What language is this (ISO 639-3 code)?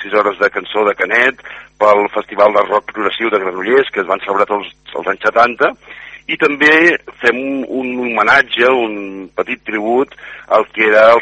cat